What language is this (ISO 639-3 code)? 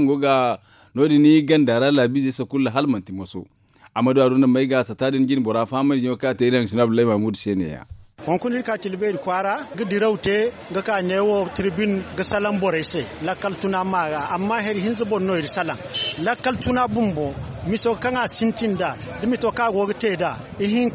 dje